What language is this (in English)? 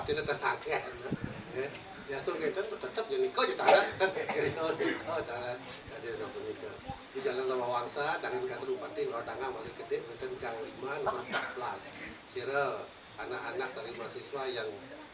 Balinese